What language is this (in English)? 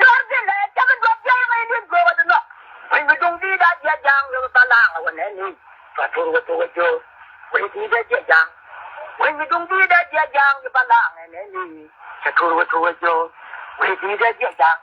Nuer